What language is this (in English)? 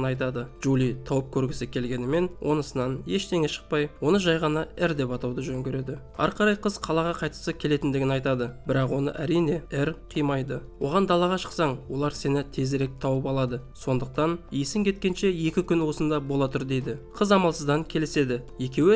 Kazakh